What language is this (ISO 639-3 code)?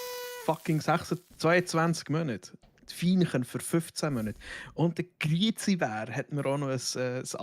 gsw